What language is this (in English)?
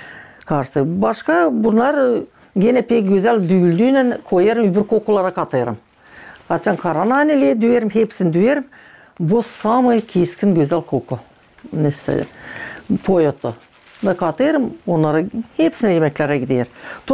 Gagauz